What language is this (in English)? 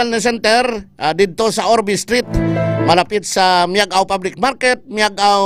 Hiligaynon